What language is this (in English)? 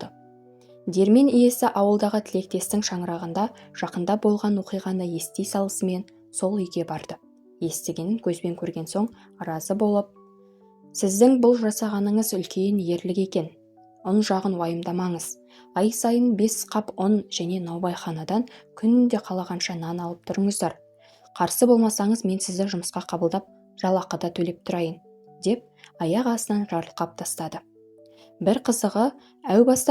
Kazakh